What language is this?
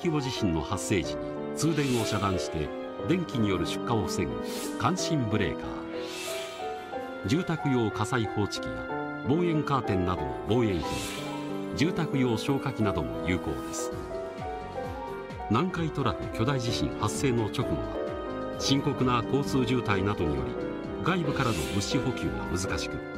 Japanese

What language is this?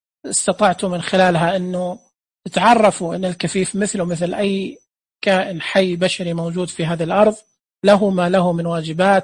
Najdi Arabic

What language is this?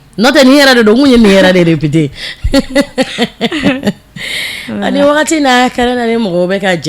Bambara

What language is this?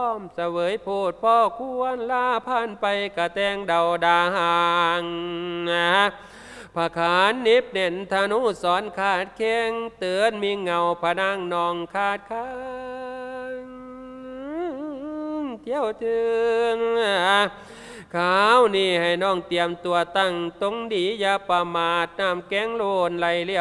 Thai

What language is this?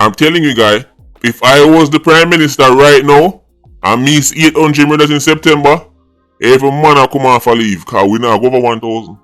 Jamaican Creole English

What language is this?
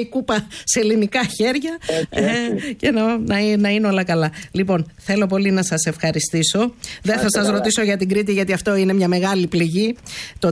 Greek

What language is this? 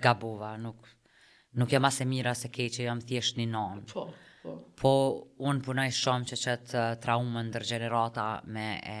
Albanian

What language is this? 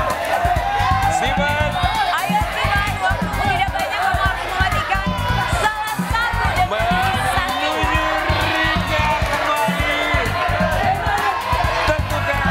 Indonesian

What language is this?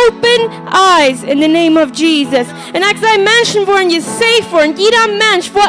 Plautdietsch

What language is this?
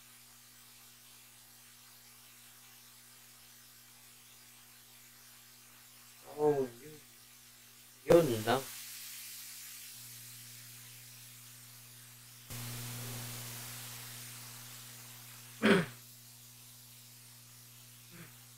Filipino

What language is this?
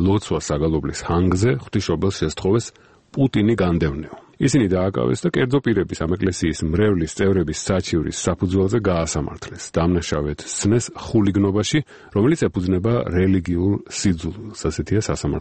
Georgian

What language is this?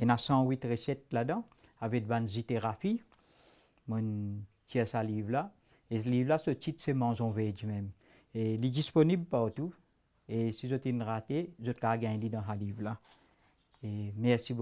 Morisyen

